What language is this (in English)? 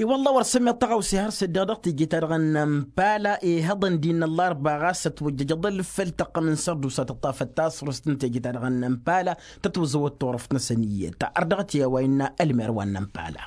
Tamasheq